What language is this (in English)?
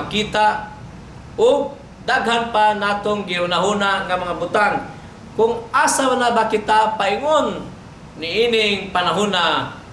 Cebuano